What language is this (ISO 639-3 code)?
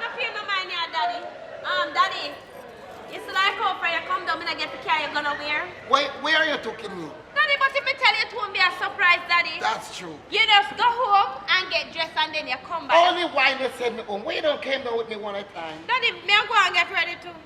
jam